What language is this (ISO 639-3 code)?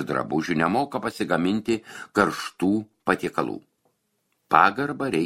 lit